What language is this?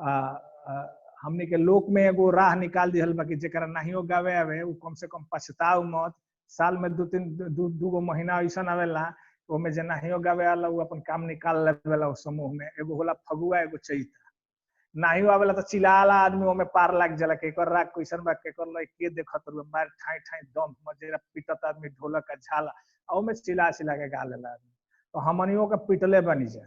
Bhojpuri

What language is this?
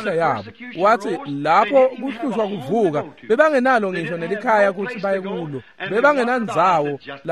Swati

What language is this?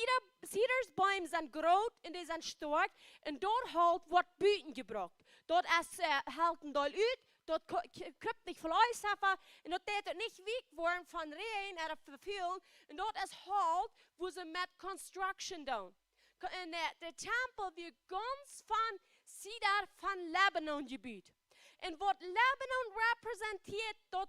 Plautdietsch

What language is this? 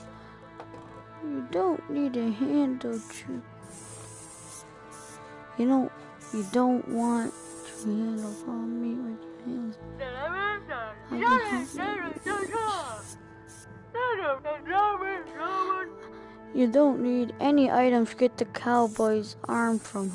English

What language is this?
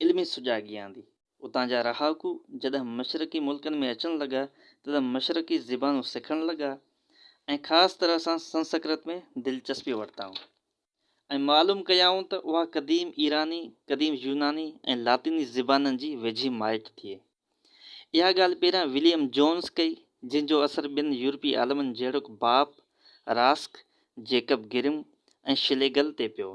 Sindhi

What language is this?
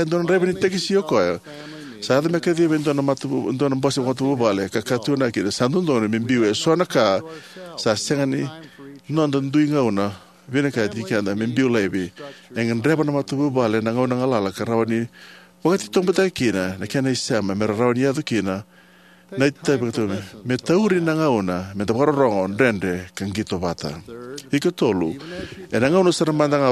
Fijian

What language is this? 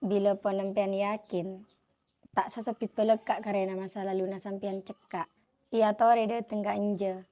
Madurese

